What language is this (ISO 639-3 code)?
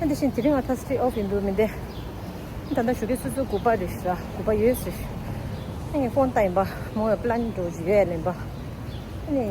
bod